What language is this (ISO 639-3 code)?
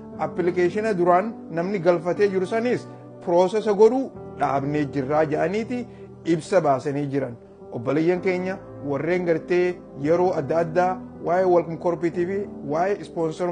orm